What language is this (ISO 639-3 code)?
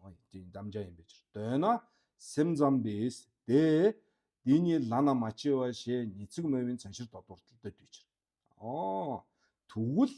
mon